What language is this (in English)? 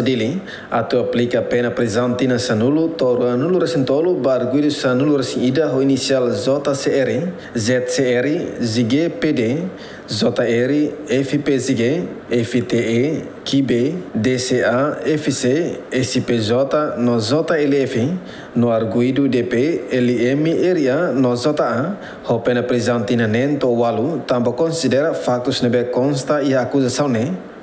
Tetum